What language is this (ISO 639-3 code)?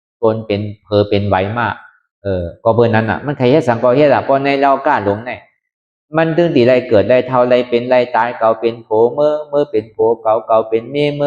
shn